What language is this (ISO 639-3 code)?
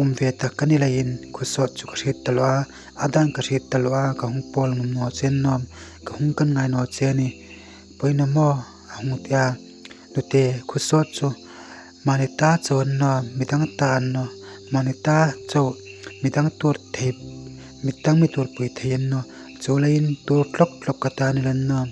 hmr